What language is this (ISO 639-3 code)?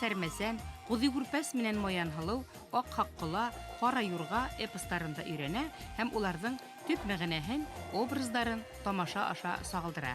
bak